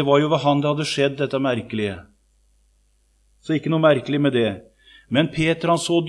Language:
Norwegian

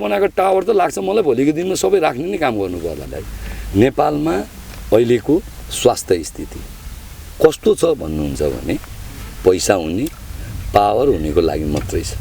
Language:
Nepali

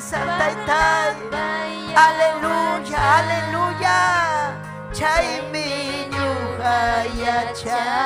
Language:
Ayacucho Quechua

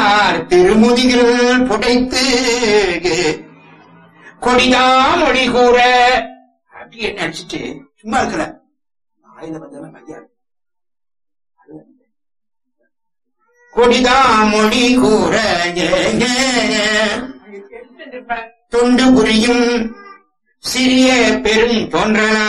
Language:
Tamil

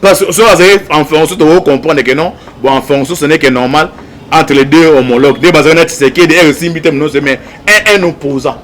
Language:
Lingala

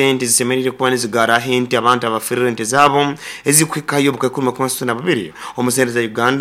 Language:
Nyoro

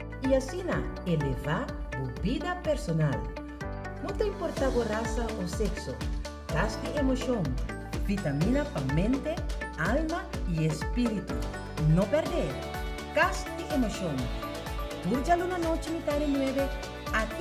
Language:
Papiamento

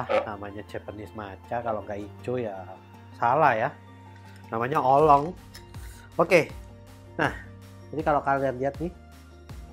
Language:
Indonesian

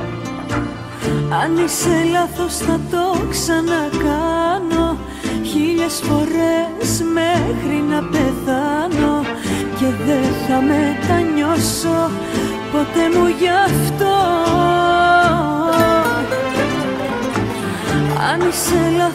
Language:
Greek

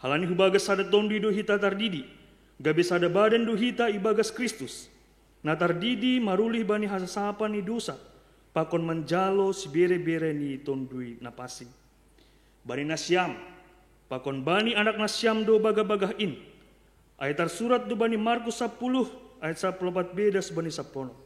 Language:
Batak Simalungun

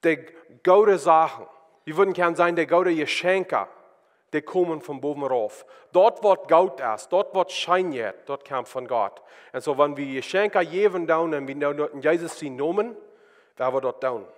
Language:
Plautdietsch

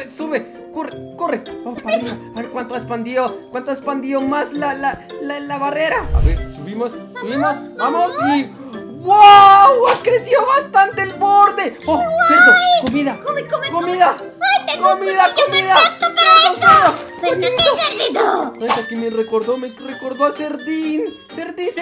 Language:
Spanish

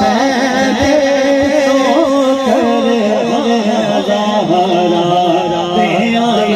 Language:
Pahari-Potwari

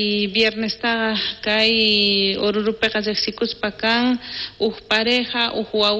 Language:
South Bolivian Quechua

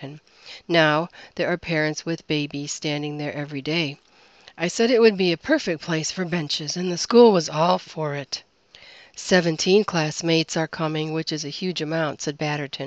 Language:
English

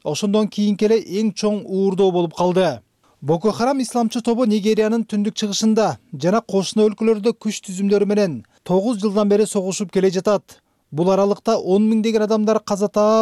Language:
Kyrgyz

